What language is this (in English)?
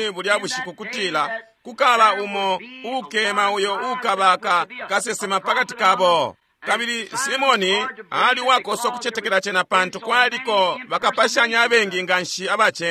Bemba